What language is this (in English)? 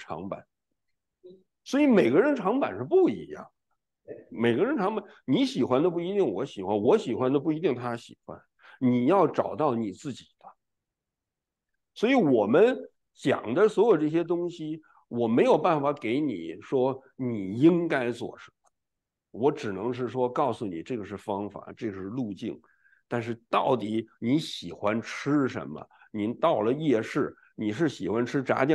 Chinese